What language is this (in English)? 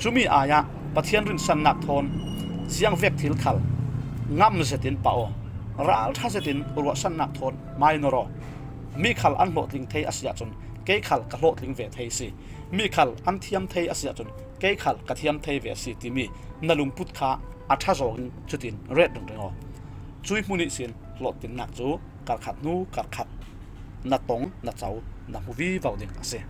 Falam Chin